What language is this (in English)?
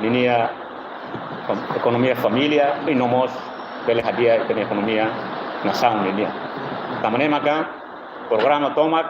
Tetum